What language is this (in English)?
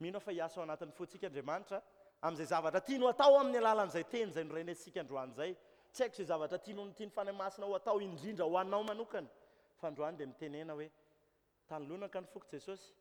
Malagasy